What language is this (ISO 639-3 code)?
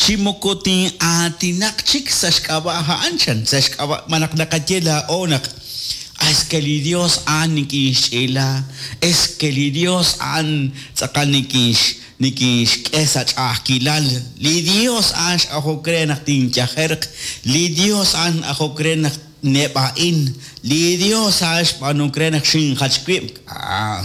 kek